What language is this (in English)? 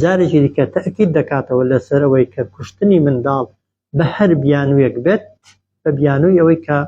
Central Kurdish